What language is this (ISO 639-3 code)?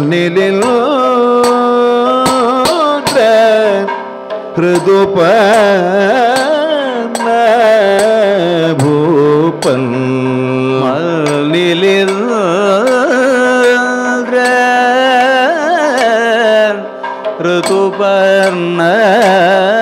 mal